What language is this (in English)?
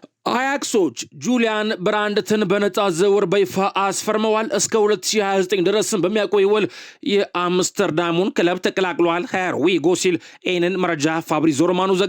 Amharic